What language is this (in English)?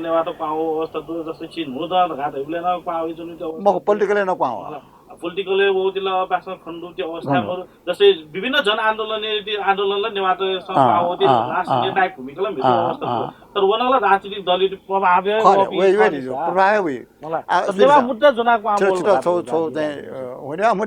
Newari